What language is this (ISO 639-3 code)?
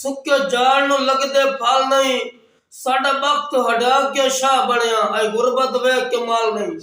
skr